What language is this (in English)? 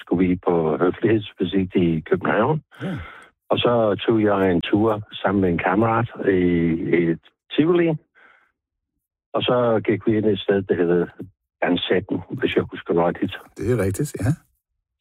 Danish